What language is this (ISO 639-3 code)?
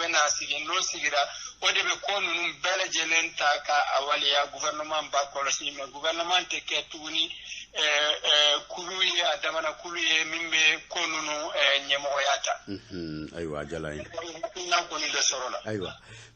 bam